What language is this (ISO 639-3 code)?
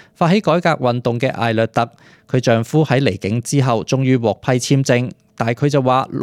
yue